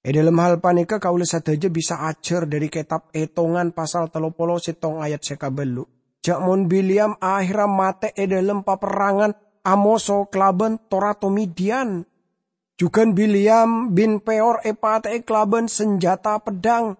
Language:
Madurese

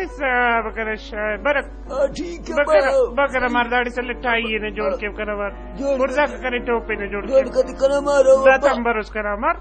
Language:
Brahui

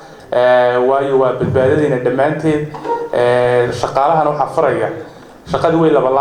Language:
Somali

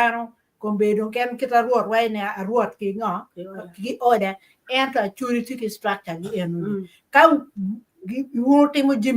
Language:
Acoli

